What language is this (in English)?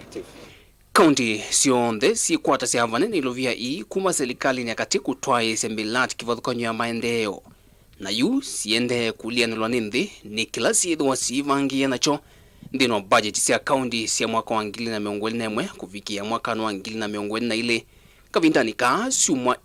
Kamba